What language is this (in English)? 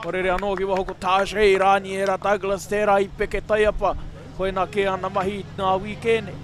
Māori